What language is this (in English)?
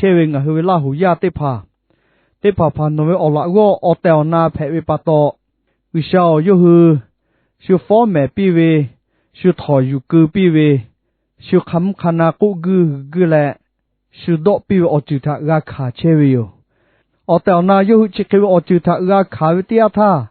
Lahu